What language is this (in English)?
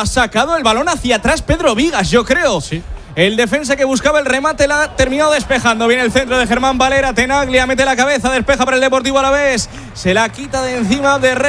Spanish